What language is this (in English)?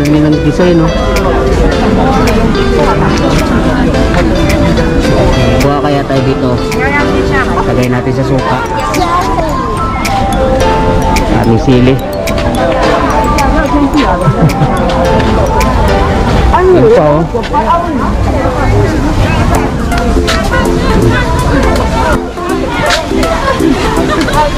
Filipino